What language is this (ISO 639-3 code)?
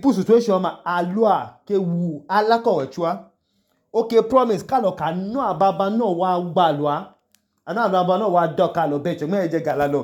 idu